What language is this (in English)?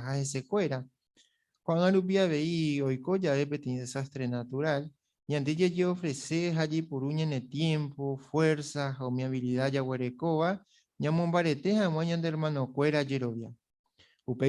Guarani